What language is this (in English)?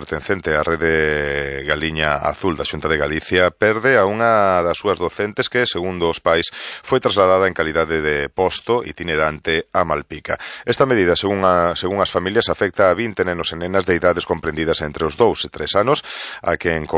Galician